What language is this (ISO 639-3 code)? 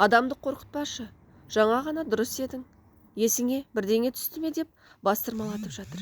kaz